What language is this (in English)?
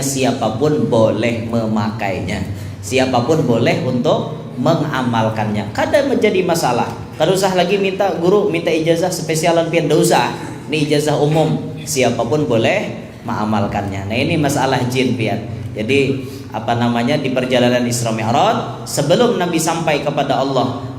Banjar